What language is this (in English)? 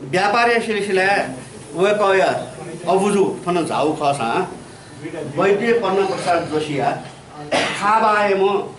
Newari